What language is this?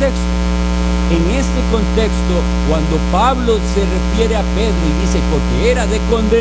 Spanish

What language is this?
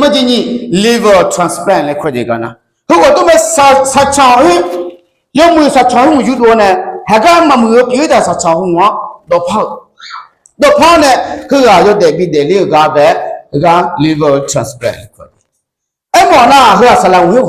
Akha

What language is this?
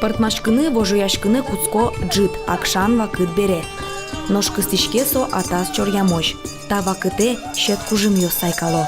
Udmurt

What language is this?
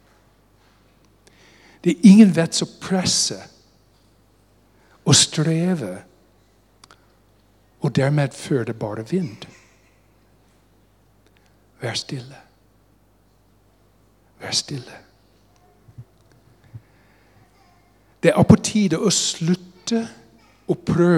Norwegian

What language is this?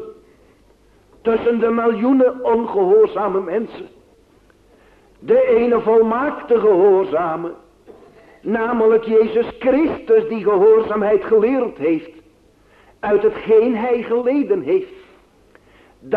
Dutch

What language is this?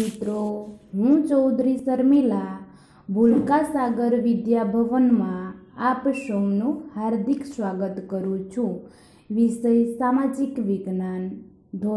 Gujarati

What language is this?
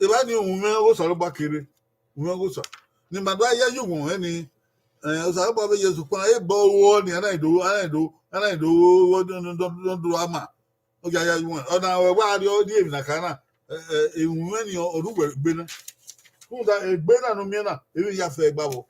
Bini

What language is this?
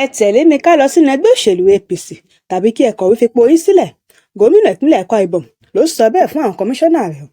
Yoruba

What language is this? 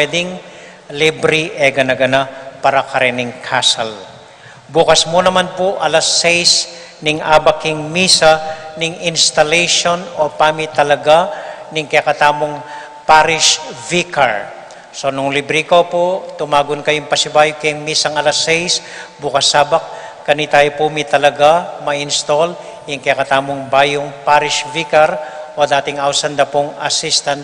Pampanga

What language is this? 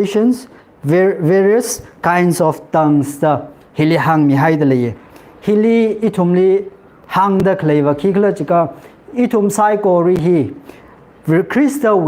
Tangkhul Naga (India)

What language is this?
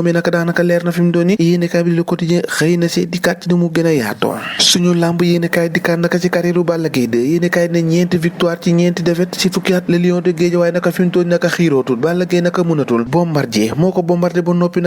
Wolof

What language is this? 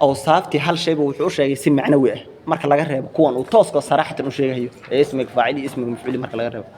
Somali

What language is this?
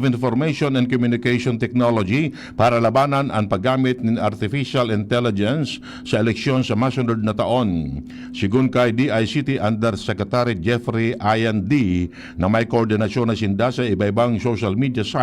Bikol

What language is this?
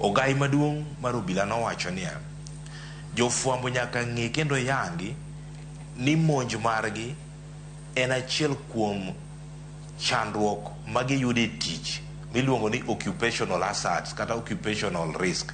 Luo (Kenya and Tanzania)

